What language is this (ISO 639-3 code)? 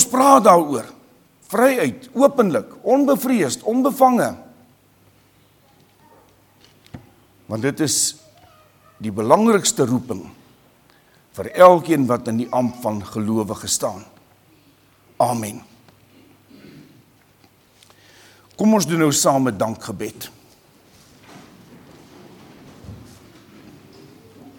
afr